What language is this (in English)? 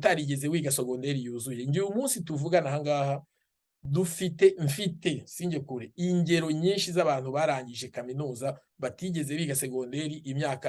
Kinyarwanda